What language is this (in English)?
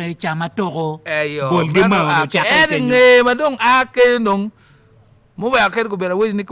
Acoli